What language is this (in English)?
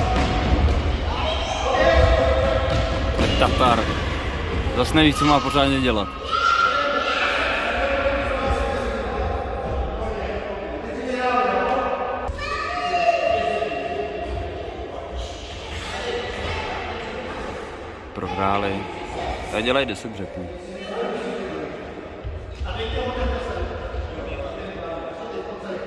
Czech